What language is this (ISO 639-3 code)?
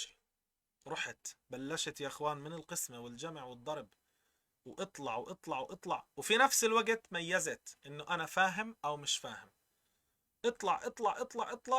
apc